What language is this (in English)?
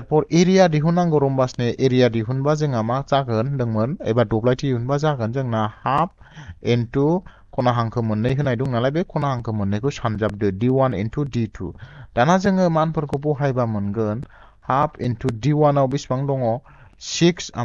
Bodo